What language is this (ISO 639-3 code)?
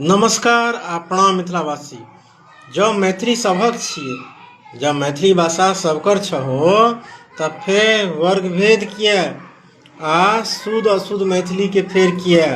mai